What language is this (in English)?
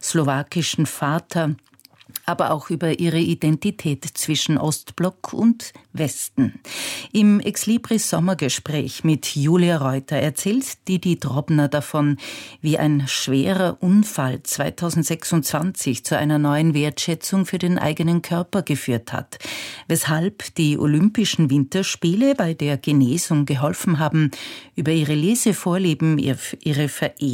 German